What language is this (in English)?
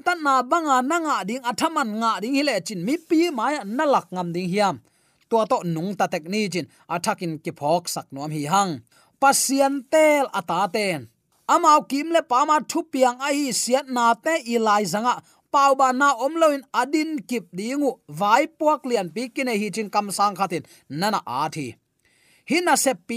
Tedim Chin